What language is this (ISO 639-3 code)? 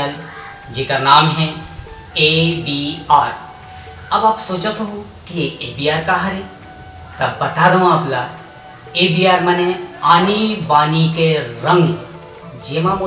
hne